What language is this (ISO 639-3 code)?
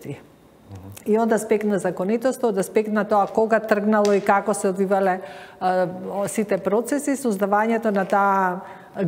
mkd